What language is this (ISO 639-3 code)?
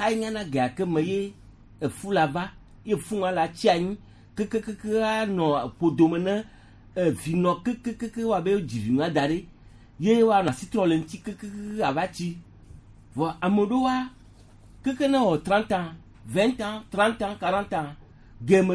gej